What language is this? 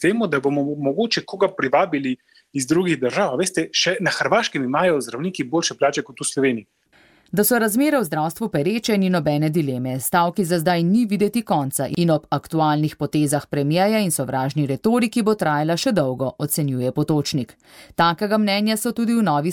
Slovenian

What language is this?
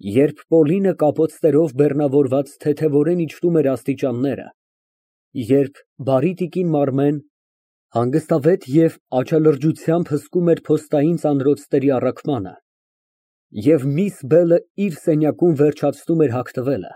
Armenian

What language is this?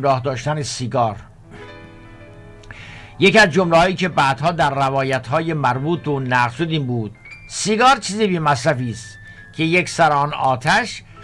Persian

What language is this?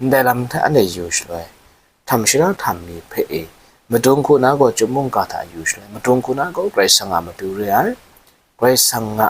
Kachin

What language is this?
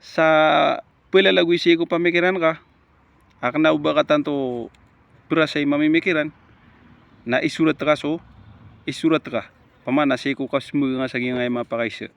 Maranao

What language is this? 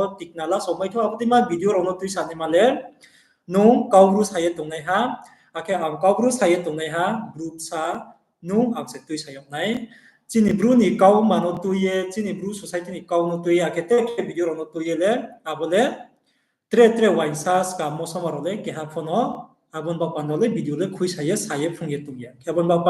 Riang (India)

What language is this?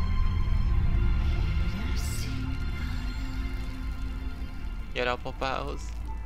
Hungarian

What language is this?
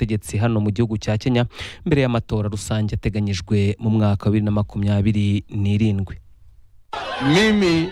Kinyarwanda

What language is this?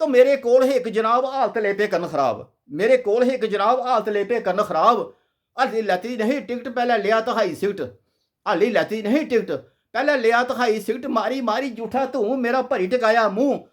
Dogri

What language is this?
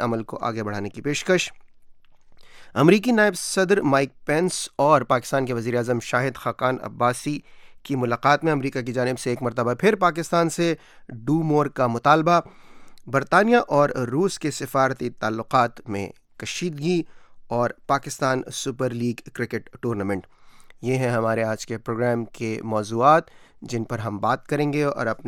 Urdu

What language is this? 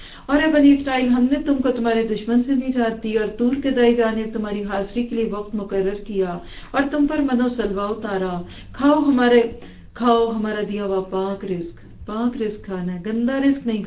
Urdu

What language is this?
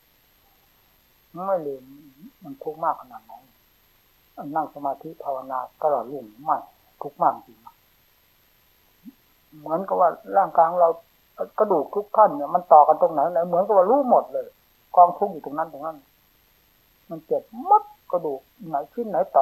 Thai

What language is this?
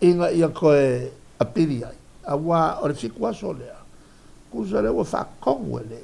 Samoan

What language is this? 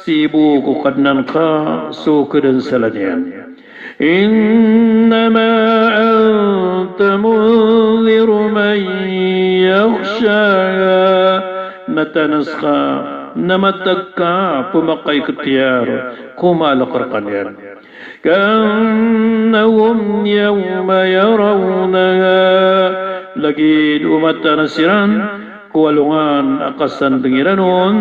Maranao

